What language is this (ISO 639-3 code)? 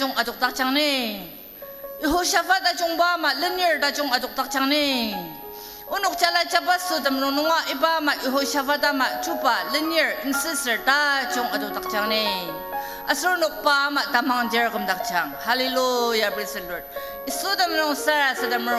njo